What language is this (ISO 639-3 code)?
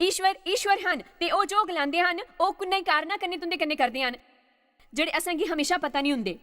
doi